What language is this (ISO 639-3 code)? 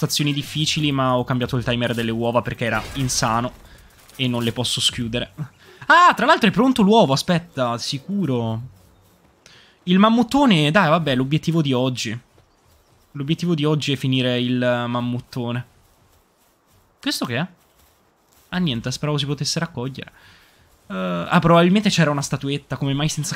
ita